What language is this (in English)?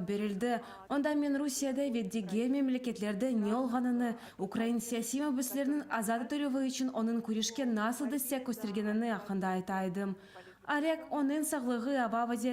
Crimean Tatar